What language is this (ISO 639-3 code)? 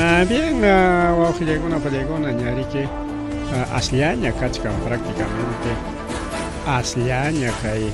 quy